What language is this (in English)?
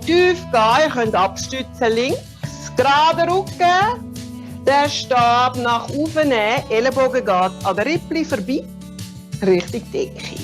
Swiss German